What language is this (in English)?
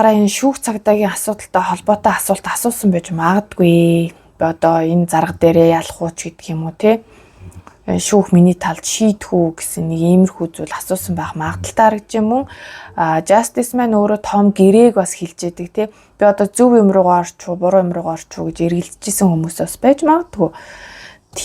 Mongolian